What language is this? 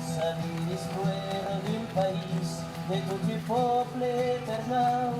Occitan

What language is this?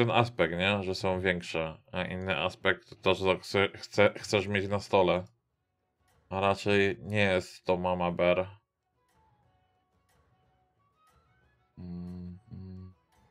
Polish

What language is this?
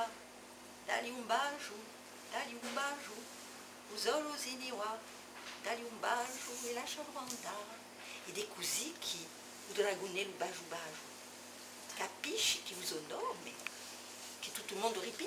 Corsican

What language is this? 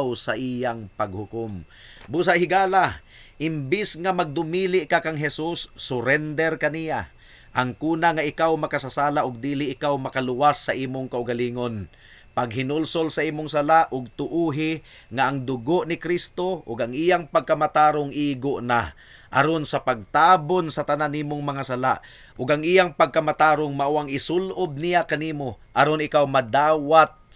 Cebuano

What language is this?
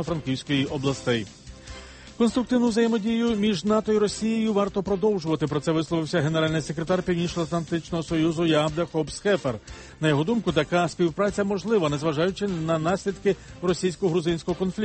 Ukrainian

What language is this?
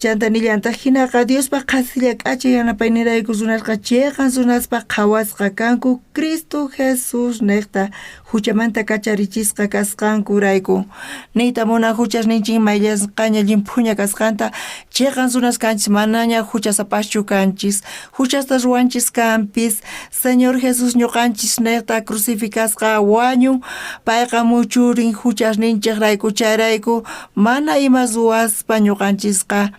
South Bolivian Quechua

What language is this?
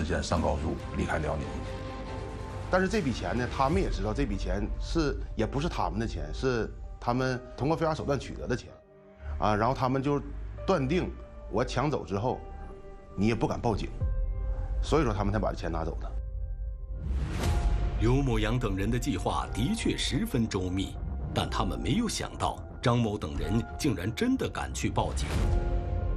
Chinese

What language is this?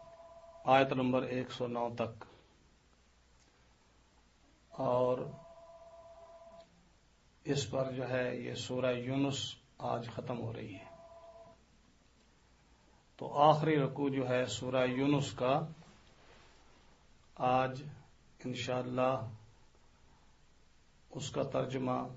Urdu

